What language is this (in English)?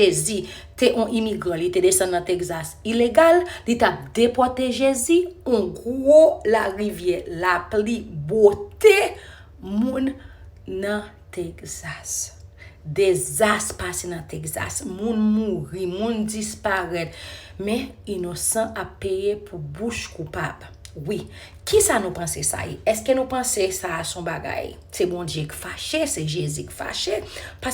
Haitian Creole